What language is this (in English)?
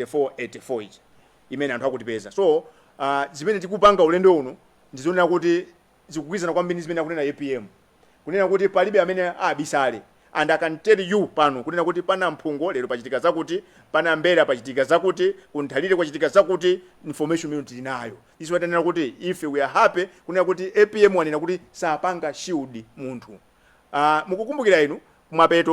Nyanja